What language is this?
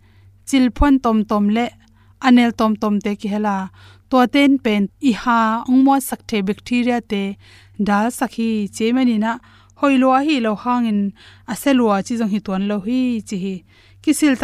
Tedim Chin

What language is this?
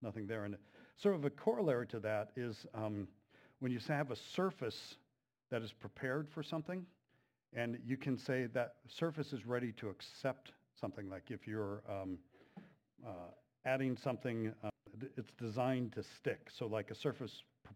English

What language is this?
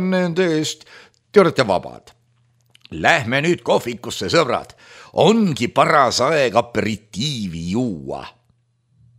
Estonian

